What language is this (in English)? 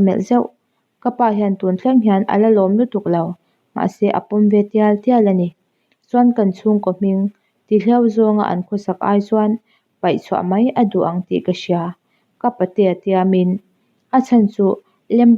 Mizo